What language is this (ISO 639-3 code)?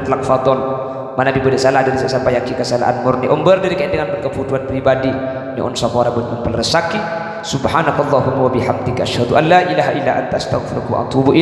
mad